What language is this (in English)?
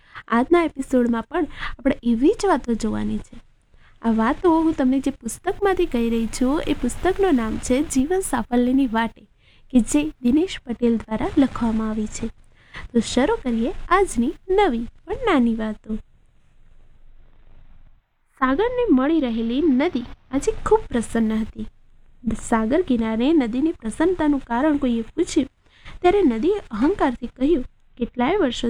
Gujarati